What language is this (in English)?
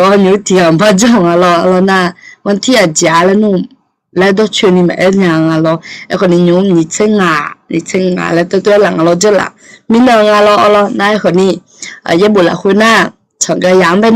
Akha